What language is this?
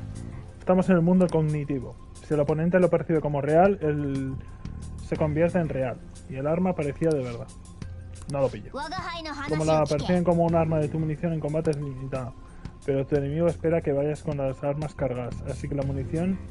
Spanish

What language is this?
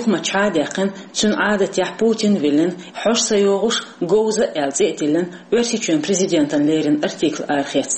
Chechen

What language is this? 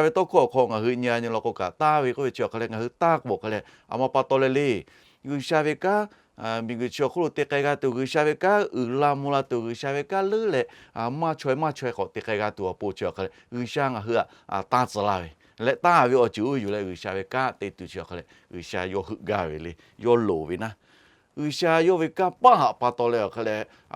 Lahu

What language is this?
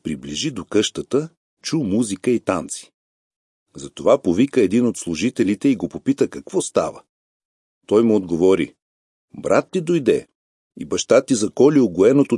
Bulgarian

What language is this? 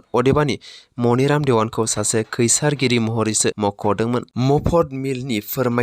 Bodo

